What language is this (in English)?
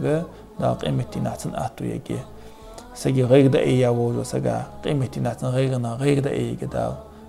Ingush